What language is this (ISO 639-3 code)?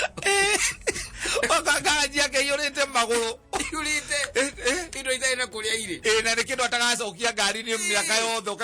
kik